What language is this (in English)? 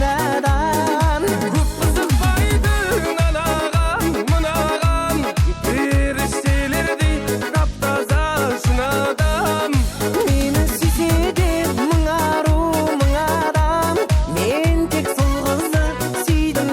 Kara-Kalpak